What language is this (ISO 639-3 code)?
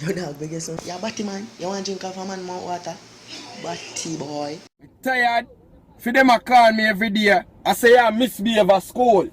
jam